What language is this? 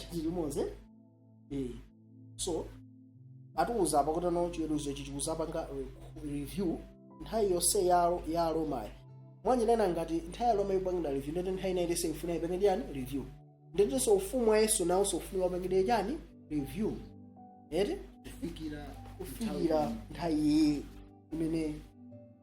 Nyanja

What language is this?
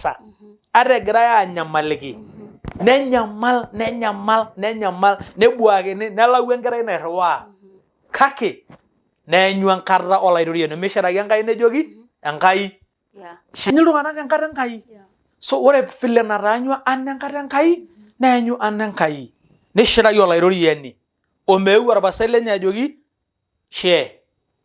Masai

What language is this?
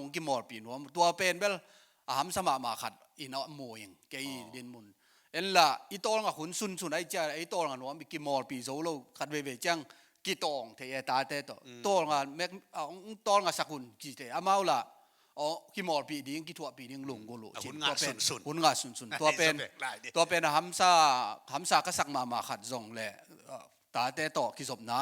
Tedim Chin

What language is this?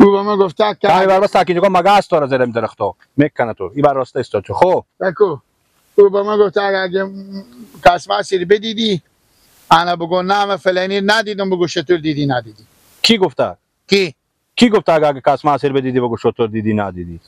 Persian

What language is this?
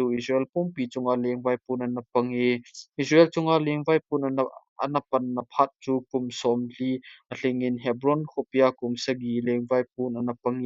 Thado Chin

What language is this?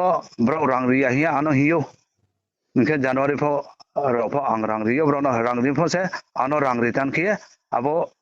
Riang (India)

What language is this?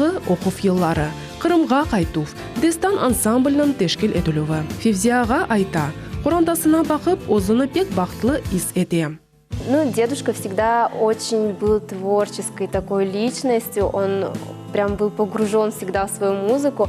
Crimean Tatar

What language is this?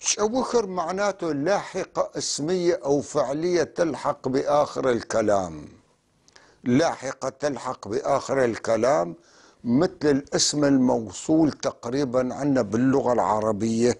North Levantine Arabic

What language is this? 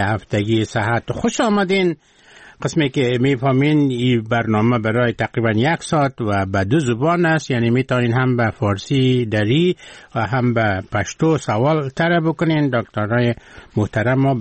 Persian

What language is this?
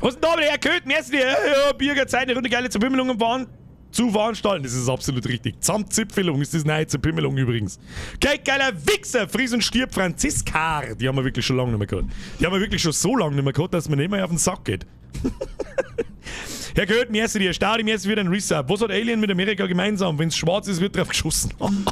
Bavarian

